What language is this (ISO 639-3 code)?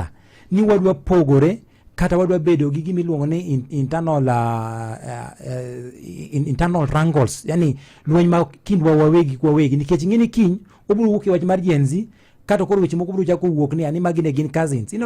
luo